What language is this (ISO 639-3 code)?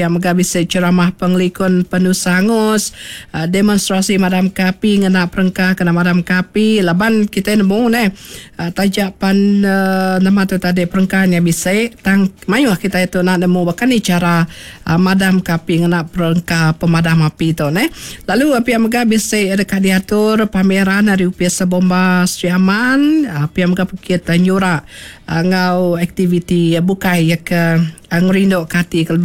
iba